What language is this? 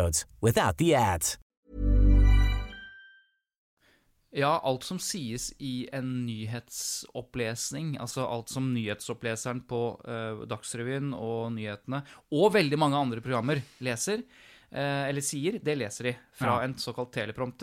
Norwegian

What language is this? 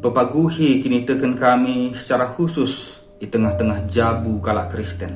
Batak Karo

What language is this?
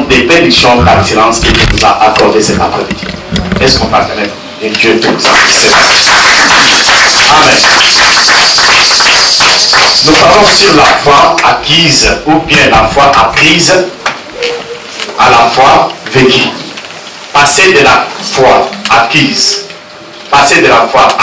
French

